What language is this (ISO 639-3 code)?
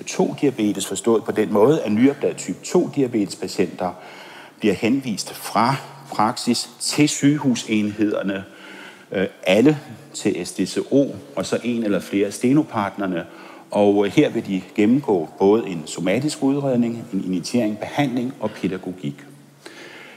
dan